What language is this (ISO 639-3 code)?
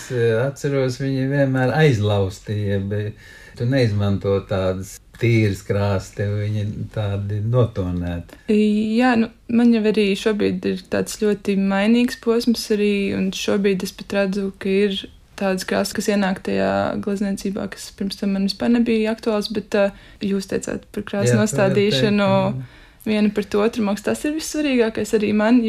lav